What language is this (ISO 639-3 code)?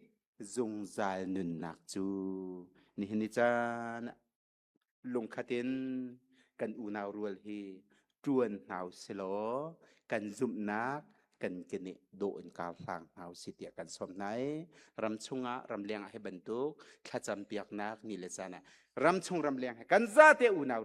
cnh